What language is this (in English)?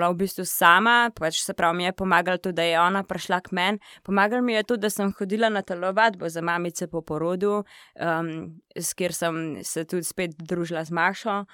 Slovenian